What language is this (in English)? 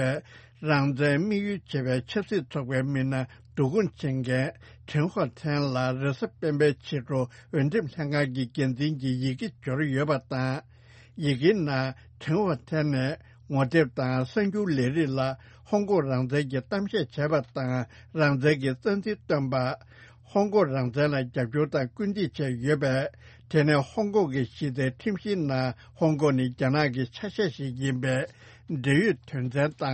Tibetan